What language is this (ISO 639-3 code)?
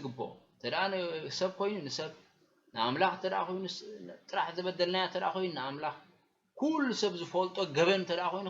tir